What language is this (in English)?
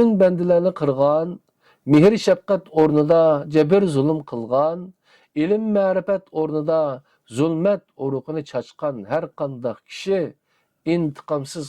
Uyghur